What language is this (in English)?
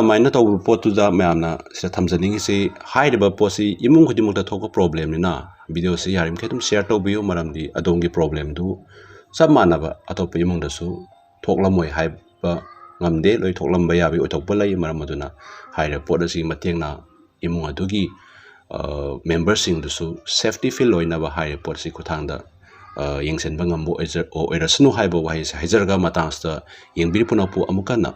Manipuri